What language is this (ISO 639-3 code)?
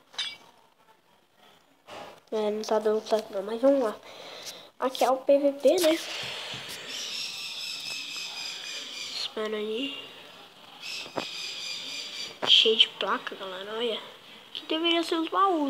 por